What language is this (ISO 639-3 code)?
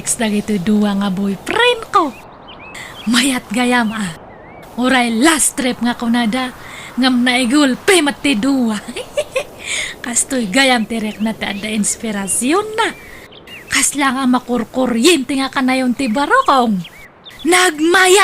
ilo